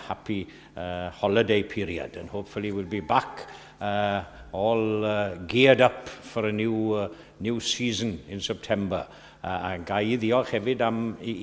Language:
Welsh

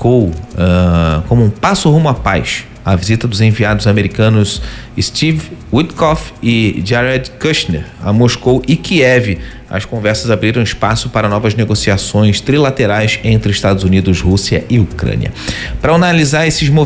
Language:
Portuguese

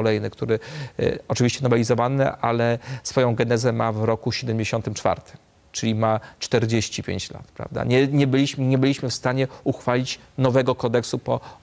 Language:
Polish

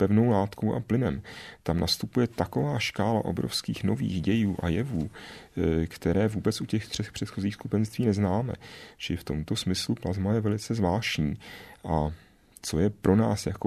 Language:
Czech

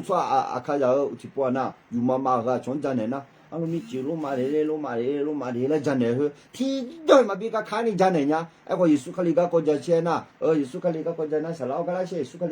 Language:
Akha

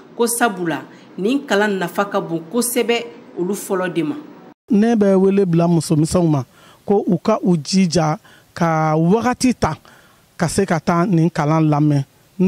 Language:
Bambara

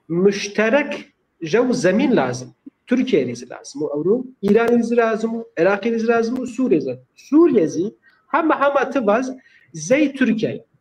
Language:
Zaza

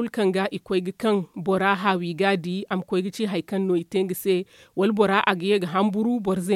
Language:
Zarma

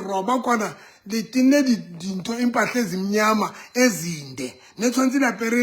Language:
Southern Sotho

